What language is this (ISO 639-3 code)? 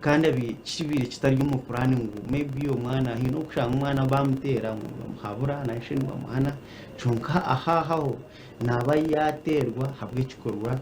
nyn